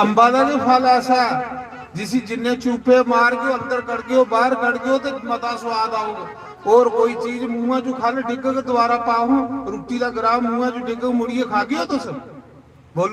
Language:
Dogri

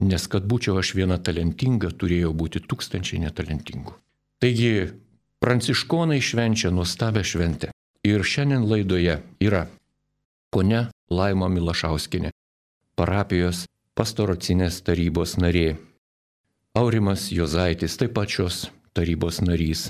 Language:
Lithuanian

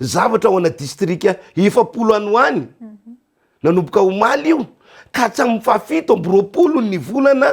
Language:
Malagasy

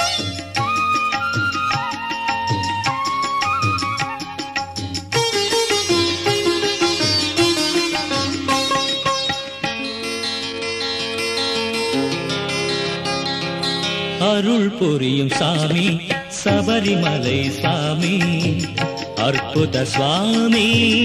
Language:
Tamil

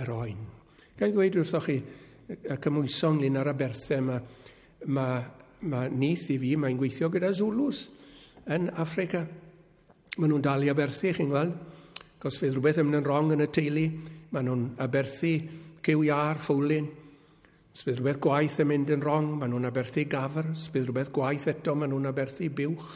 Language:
Welsh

